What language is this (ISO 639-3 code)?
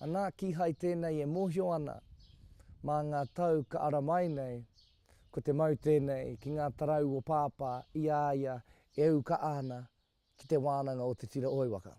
mri